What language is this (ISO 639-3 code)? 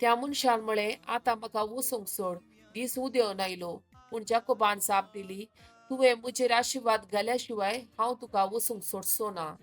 kok